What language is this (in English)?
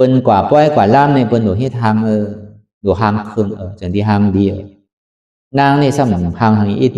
Shan